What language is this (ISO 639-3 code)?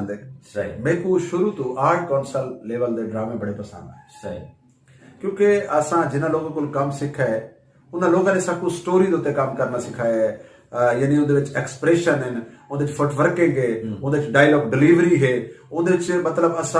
skr